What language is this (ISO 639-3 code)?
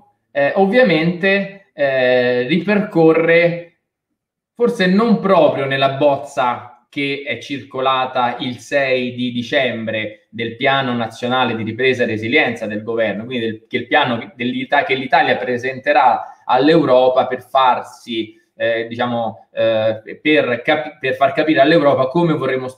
ita